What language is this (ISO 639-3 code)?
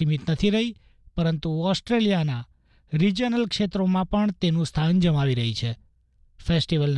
guj